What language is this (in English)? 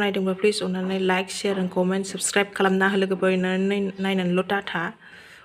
Bodo